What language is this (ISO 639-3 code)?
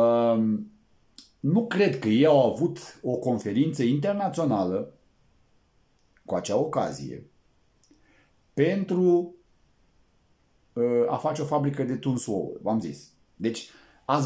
ron